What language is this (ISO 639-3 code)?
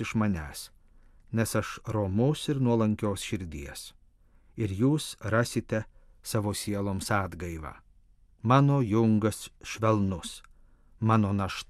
lit